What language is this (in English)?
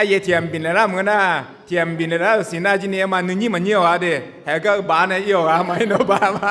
Akha